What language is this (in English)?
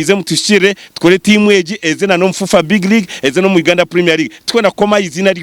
Nyankole